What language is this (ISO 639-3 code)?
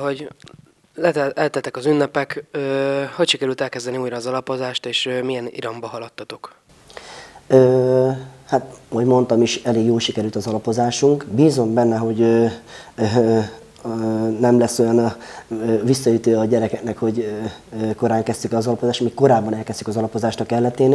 hun